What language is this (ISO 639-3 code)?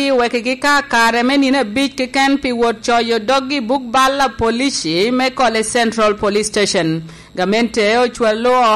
laj